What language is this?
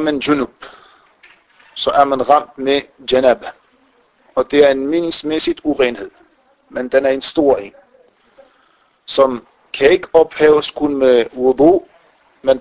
Danish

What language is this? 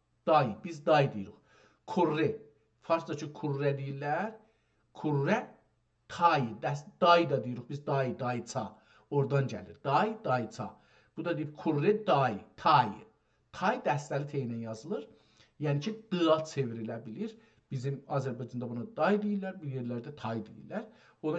South Azerbaijani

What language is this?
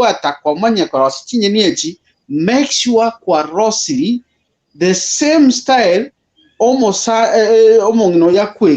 Gusii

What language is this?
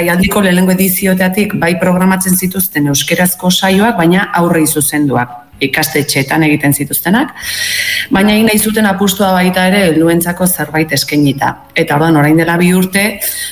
Basque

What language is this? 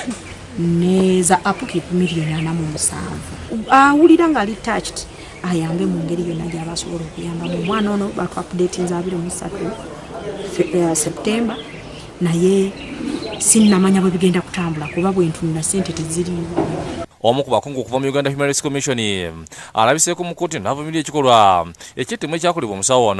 Ganda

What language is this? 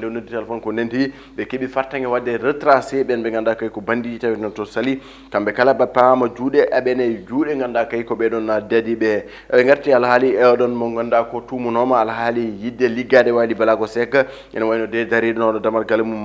Fula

